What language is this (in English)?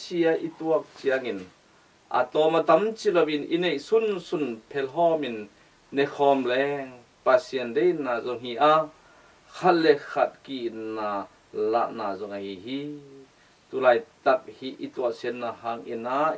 Tedim Chin